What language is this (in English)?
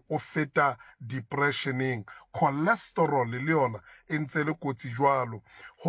Southern Sotho